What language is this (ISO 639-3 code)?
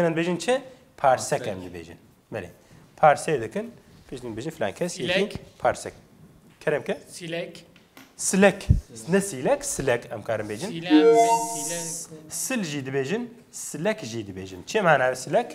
kur